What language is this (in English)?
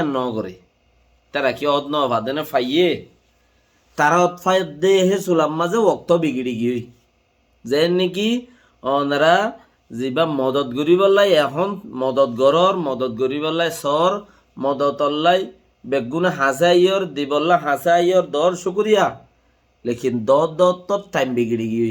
Rohingya